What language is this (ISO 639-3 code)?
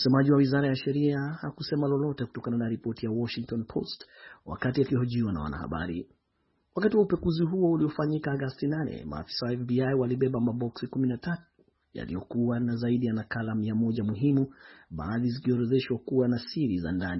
swa